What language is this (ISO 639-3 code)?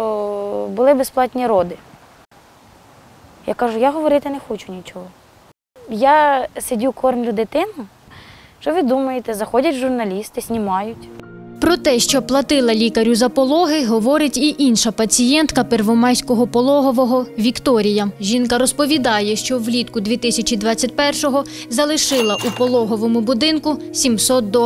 ukr